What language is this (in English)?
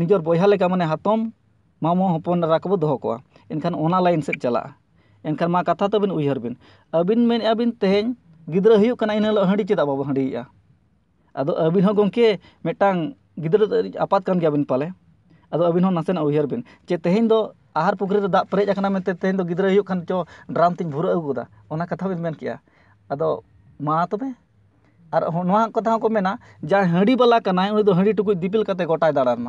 Santali